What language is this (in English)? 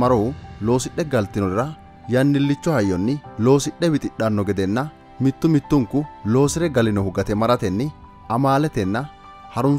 Sidamo